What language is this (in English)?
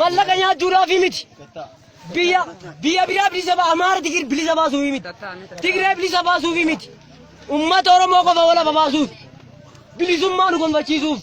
Oromo